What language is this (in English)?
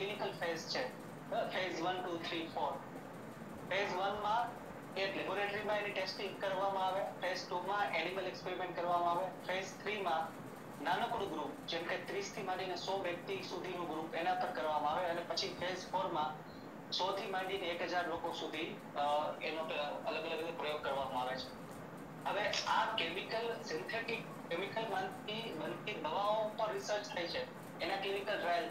Gujarati